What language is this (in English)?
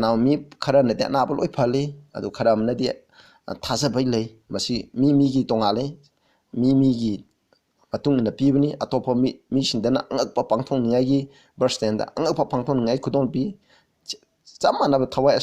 Manipuri